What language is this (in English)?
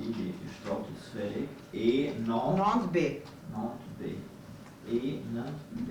Albanian